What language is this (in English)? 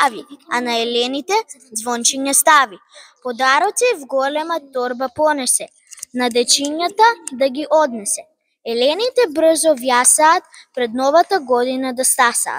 Macedonian